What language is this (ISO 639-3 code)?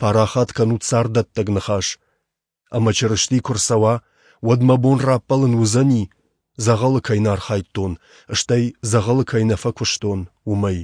oss